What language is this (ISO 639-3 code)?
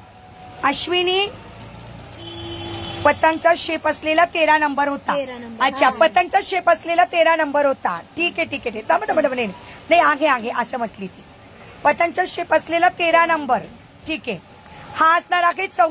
mar